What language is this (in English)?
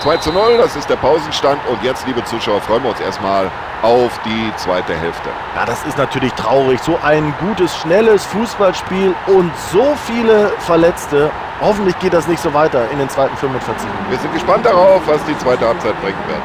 Bavarian